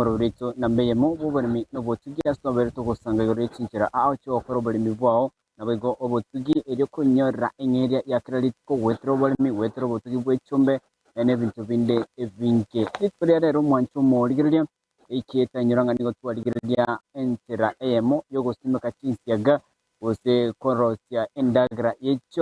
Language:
Gusii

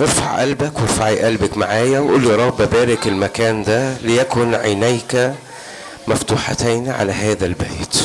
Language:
Egyptian Arabic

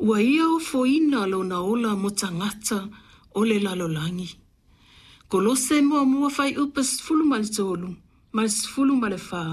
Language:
Samoan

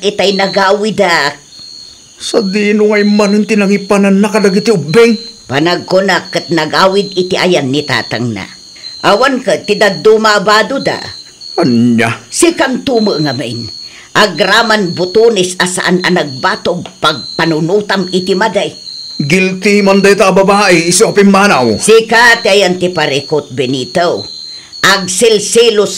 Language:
Iloko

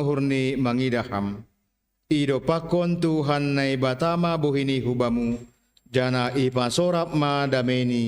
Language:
Batak Simalungun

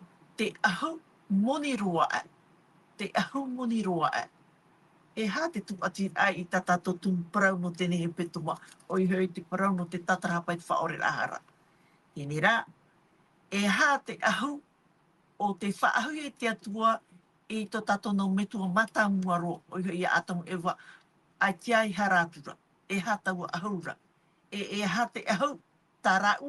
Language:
Tahitian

